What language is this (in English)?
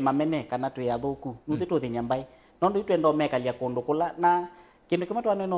Kamba